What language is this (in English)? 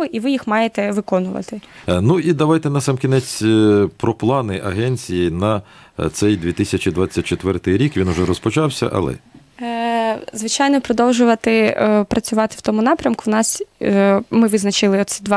Ukrainian